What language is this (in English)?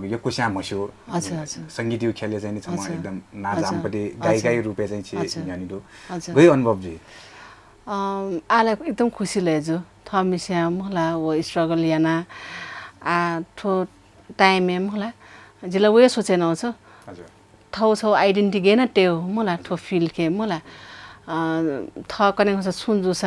Newari